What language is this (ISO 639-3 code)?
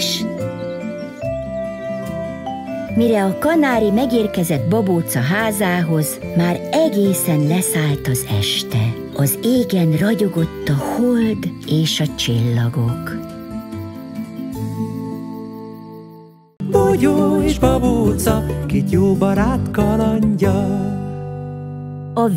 hun